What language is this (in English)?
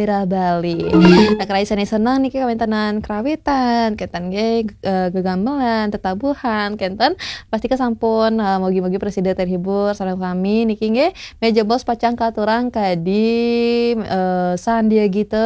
Balinese